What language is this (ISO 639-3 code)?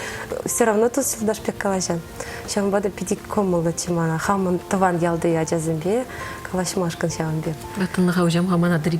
chv